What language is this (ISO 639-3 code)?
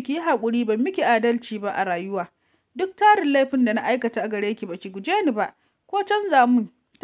hau